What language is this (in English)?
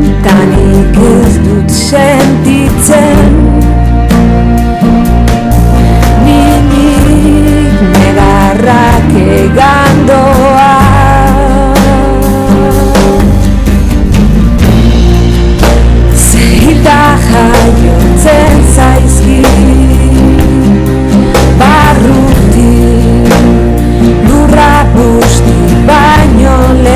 Basque